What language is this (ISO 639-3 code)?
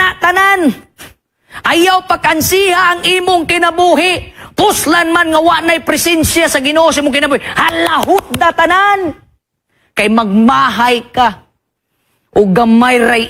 ceb